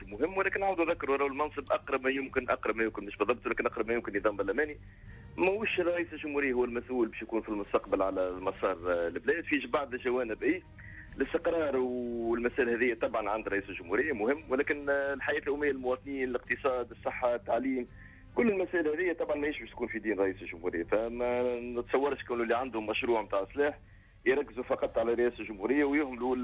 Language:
Tunisian Arabic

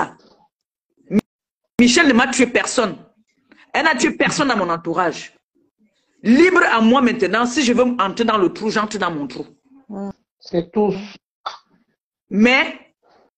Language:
French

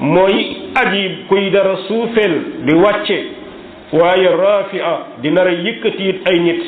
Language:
Wolof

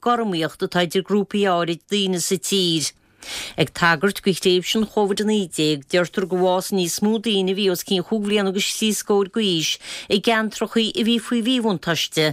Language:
Irish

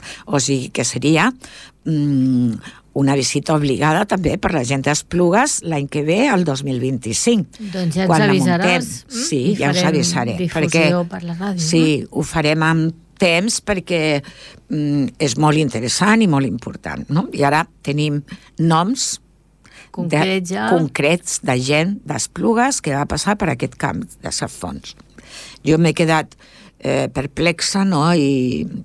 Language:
Catalan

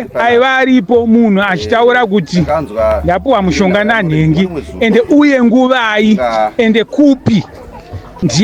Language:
Shona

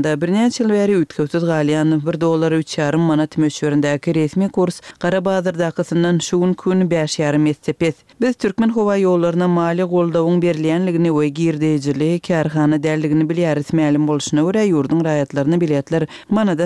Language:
Turkmen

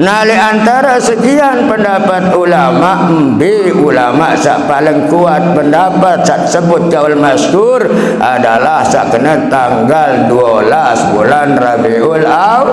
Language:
Sasak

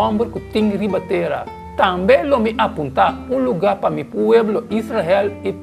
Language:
Papiamento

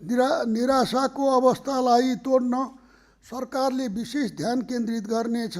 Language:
Nepali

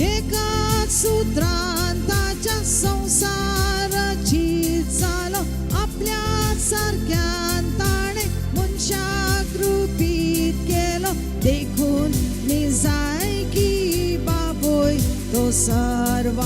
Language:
Konkani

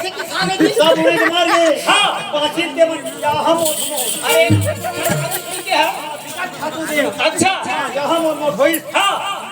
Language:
Chhattisgarhi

